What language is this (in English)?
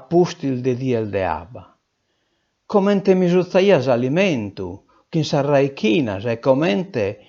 Sardinian